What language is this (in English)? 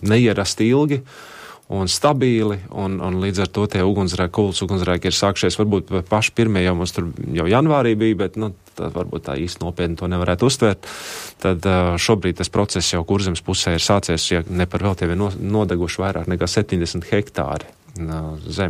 Latvian